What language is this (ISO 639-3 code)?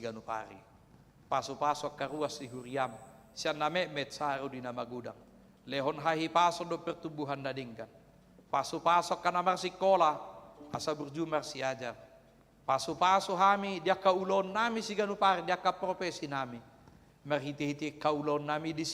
bbc